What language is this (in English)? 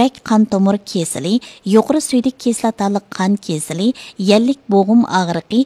Uyghur